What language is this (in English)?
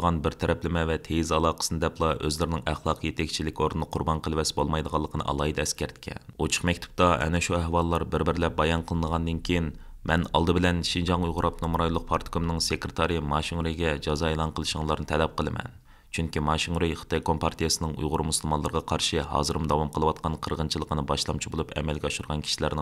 Uyghur